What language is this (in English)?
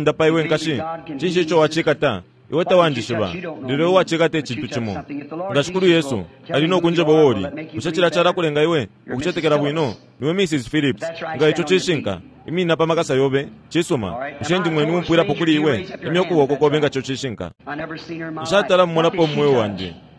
Bemba